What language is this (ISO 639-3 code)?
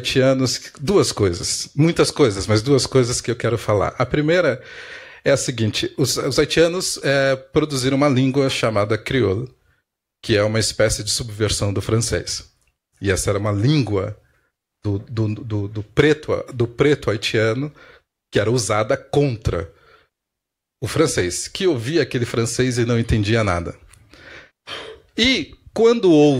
por